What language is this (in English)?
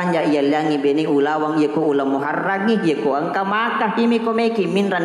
Buginese